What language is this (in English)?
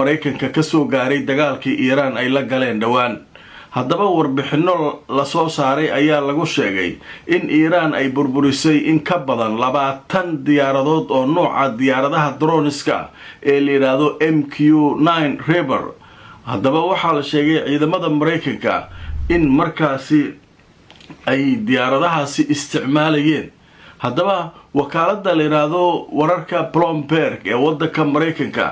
Somali